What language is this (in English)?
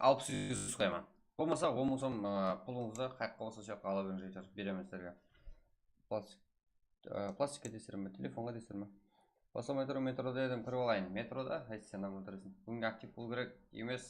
Kara-Kalpak